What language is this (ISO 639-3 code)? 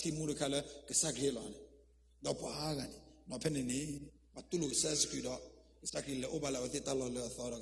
ksw